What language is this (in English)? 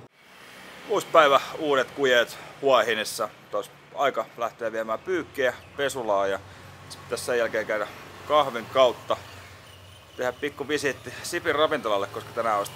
Finnish